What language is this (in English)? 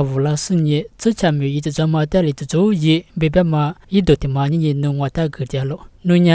Lisu